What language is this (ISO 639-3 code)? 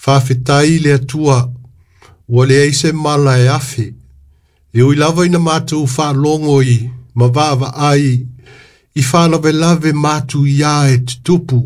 smo